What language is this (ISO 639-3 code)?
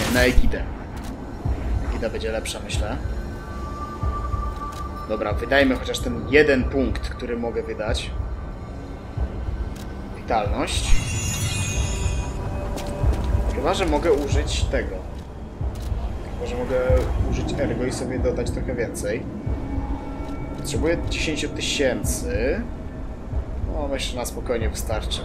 pol